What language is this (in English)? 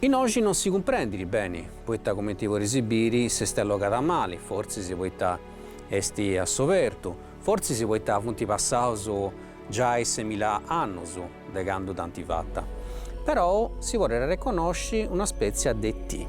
Sardinian